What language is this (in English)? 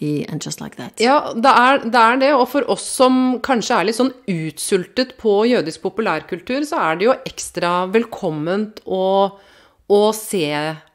Norwegian